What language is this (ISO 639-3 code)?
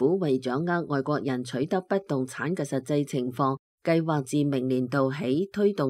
yue